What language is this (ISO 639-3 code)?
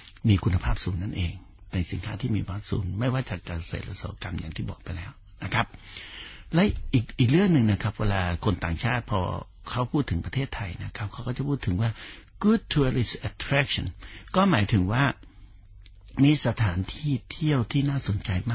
tha